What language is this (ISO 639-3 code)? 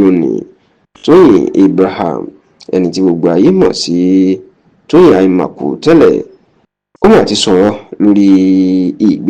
yor